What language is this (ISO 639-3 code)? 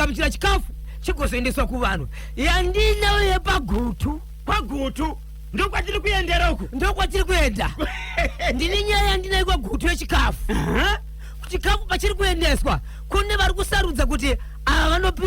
sna